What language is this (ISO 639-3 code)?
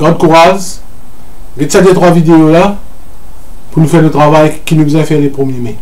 mfe